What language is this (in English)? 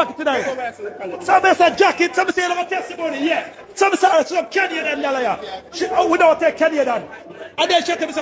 Jamaican Creole English